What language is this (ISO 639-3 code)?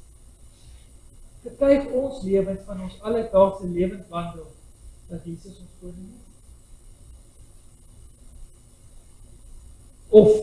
afr